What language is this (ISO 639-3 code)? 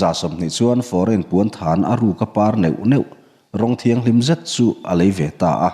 lus